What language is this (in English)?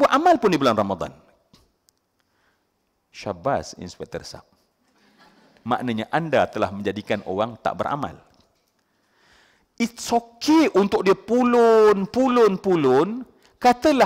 Malay